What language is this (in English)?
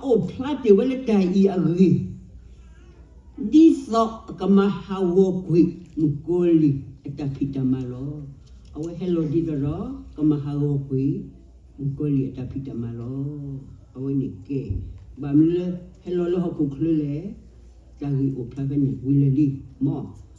S'gaw Karen